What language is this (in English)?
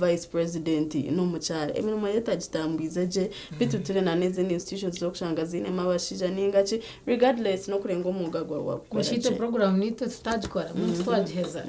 Nyankole